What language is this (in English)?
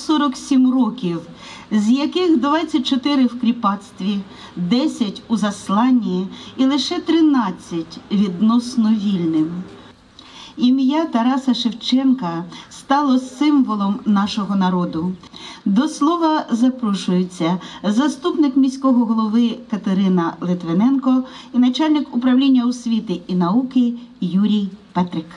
Ukrainian